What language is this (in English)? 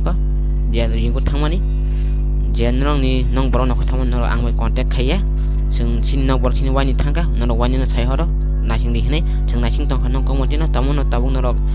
Kok Borok